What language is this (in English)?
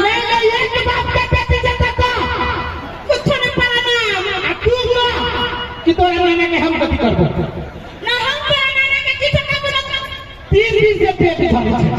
Maithili